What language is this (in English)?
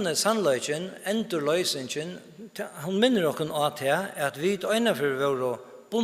Faroese